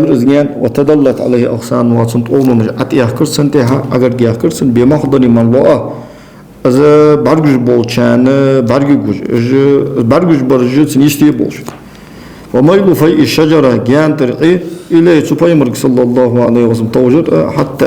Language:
Ingush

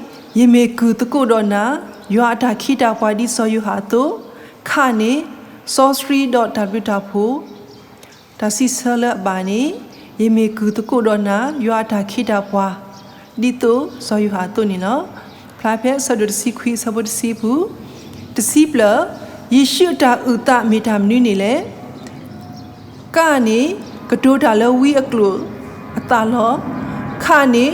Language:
S'gaw Karen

